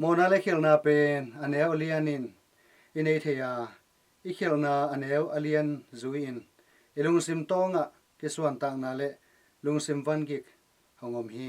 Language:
Tedim Chin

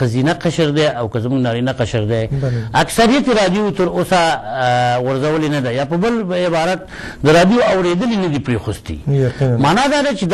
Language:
Pashto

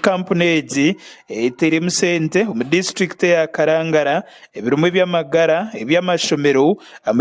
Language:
Nyankole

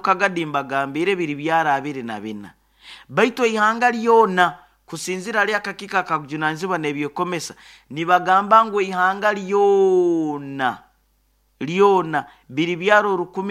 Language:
Nyoro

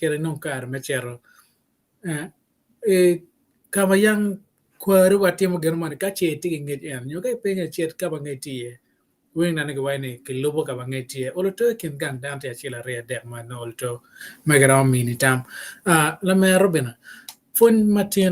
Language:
Acoli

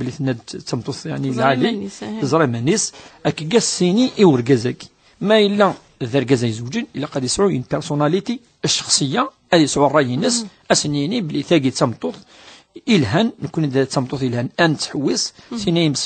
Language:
Kabyle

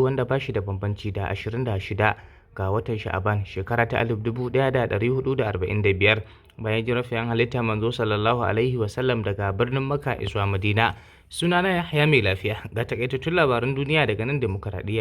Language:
Hausa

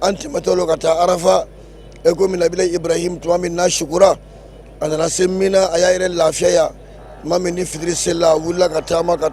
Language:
Bambara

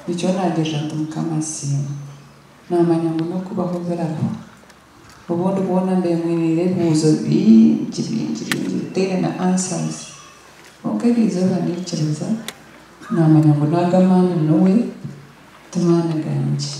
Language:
Nyankole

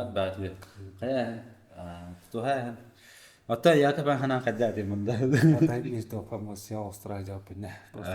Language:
Yakut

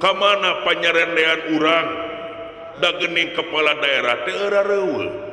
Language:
Sundanese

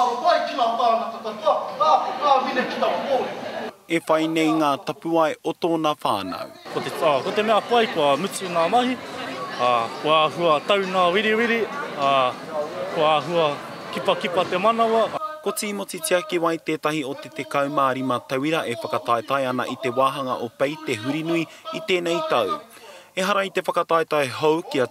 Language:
Māori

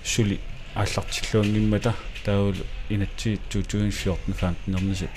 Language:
Kalaallisut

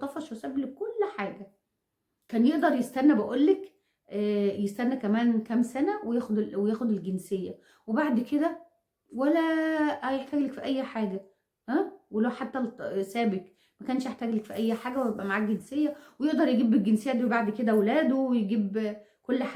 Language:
Egyptian Arabic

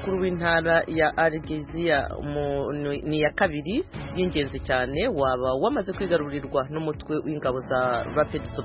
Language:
Kinyarwanda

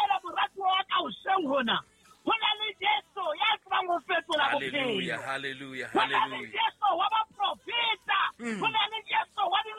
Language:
Southern Sotho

